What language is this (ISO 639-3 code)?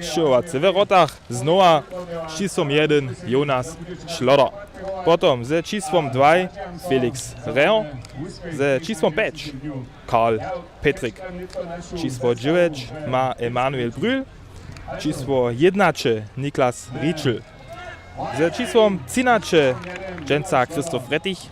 hsb